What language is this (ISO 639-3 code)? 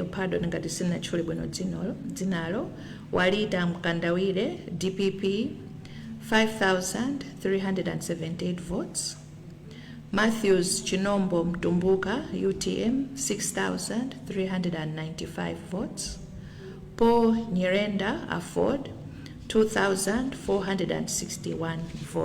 nya